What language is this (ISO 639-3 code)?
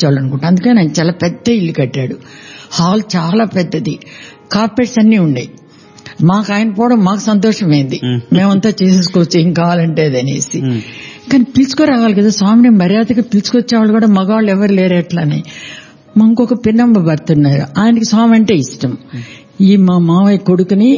tel